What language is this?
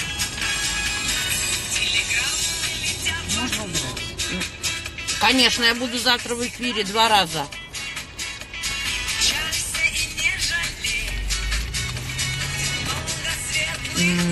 Russian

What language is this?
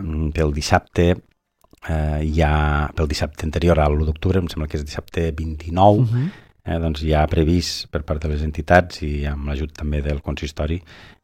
Catalan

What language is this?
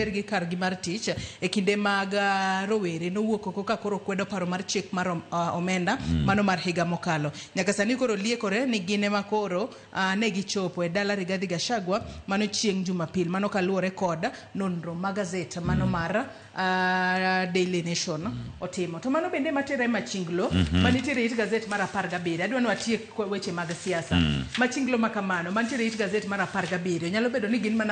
Luo (Kenya and Tanzania)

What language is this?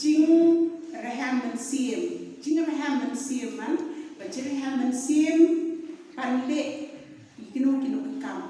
Khasi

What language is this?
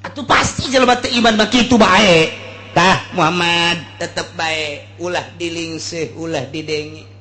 Sundanese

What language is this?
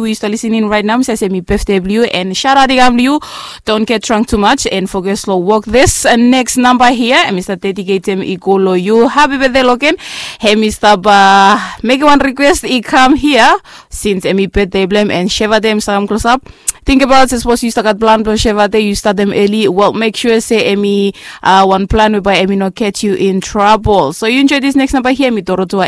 Bislama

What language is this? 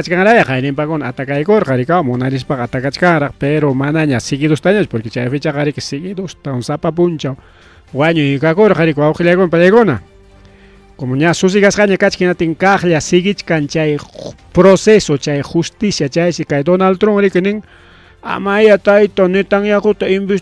Ayacucho Quechua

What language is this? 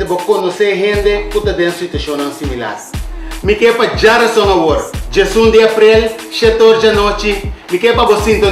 Papiamento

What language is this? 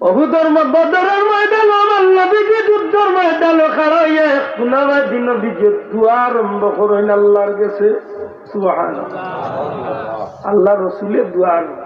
Sylheti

